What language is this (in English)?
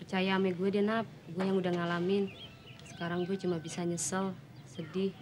Betawi